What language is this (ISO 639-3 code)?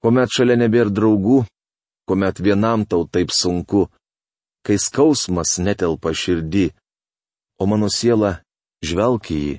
lit